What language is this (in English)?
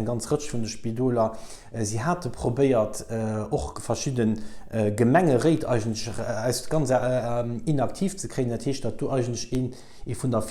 Luxembourgish